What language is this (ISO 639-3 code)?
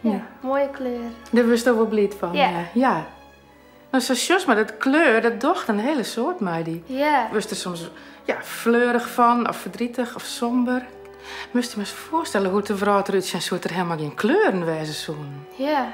fry